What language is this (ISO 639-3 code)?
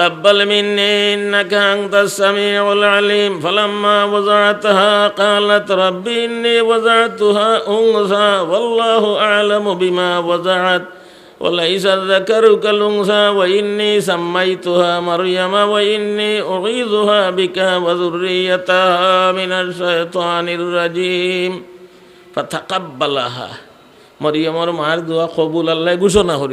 syl